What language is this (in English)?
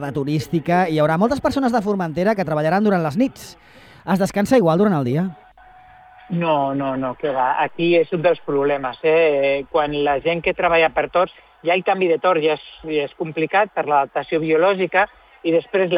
Catalan